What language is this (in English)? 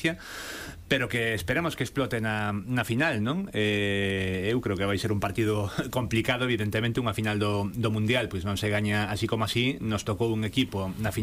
Galician